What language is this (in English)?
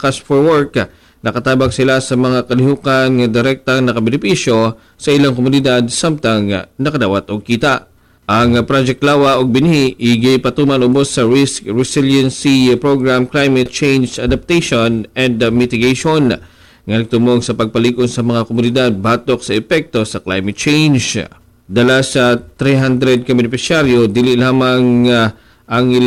Cebuano